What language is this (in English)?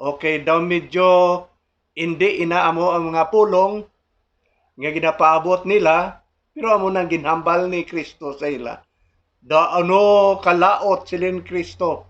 Hiligaynon